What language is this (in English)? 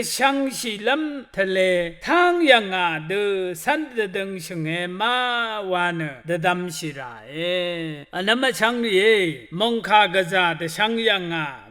Rawang